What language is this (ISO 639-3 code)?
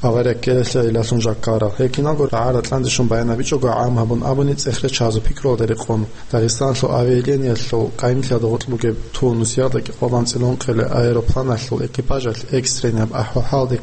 ava